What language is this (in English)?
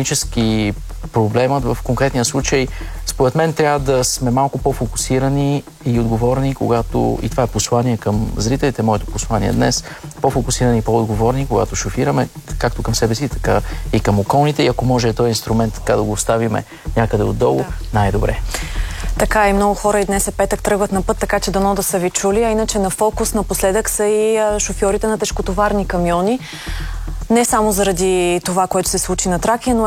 Bulgarian